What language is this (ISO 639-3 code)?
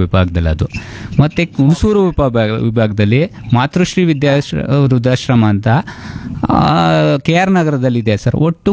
kan